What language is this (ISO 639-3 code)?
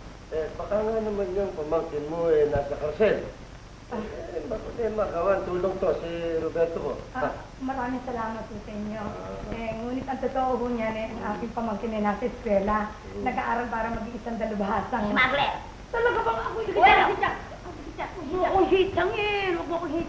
fil